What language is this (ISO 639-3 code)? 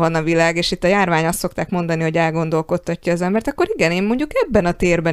hun